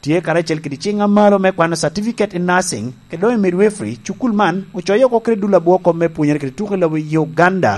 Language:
Lango (Uganda)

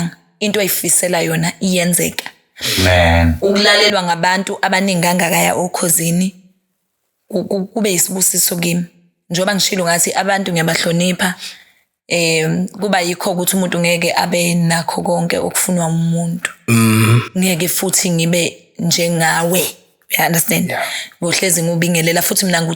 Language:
Zulu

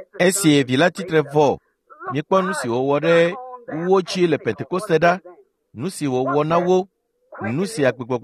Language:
Ewe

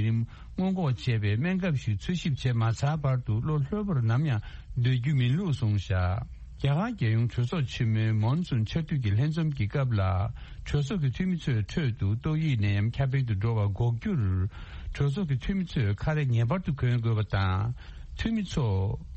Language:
Tibetan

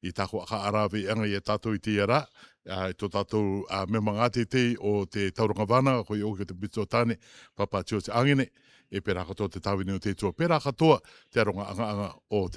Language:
Rarotongan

